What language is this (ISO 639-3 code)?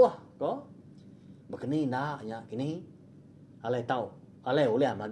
iba